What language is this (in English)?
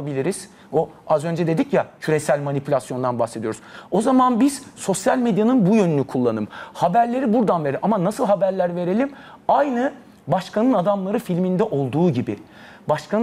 Turkish